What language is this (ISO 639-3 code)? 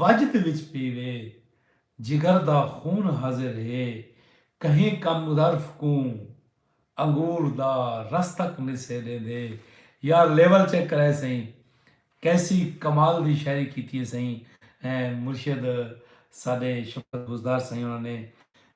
skr